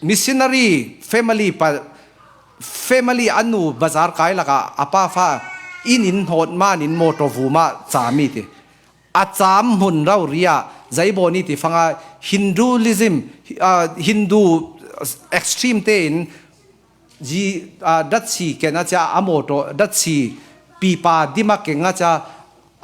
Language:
Falam Chin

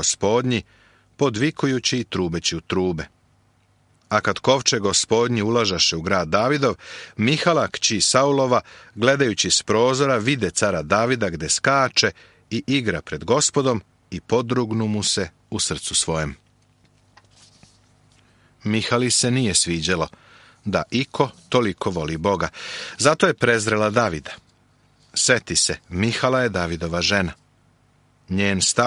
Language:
Serbian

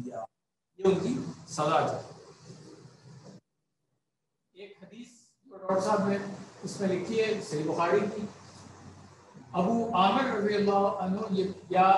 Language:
Urdu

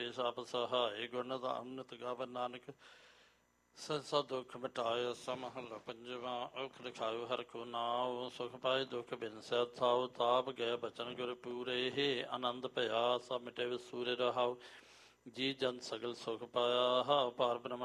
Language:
Punjabi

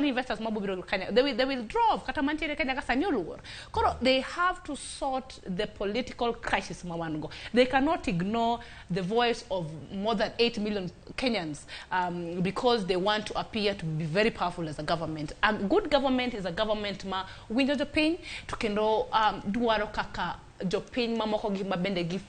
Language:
Luo (Kenya and Tanzania)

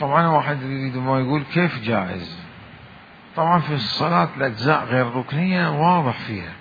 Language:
Mesopotamian Arabic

